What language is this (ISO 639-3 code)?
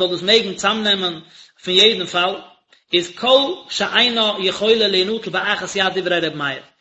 yid